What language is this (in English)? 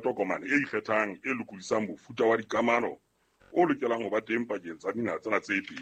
Southern Sotho